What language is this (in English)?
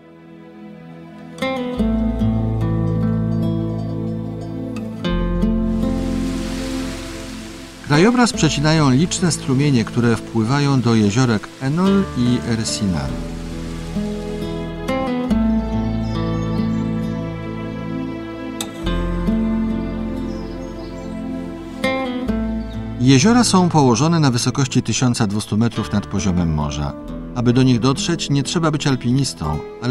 Polish